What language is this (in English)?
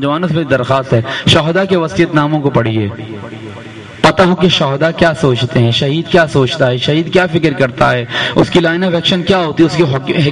Urdu